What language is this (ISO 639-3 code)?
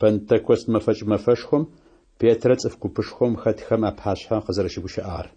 ady